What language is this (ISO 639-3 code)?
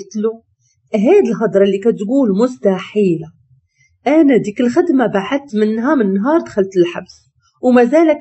ary